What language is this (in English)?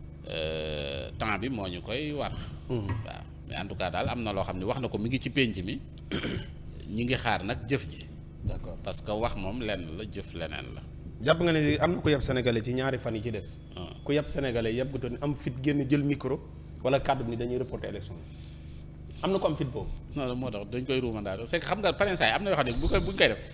Wolof